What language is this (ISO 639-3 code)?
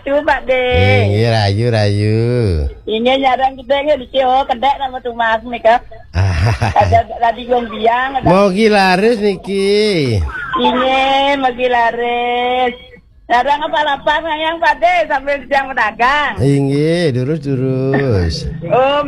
ban